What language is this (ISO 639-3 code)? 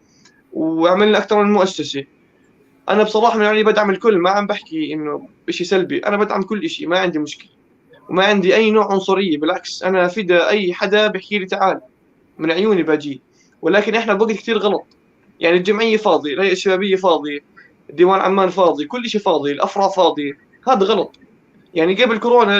apc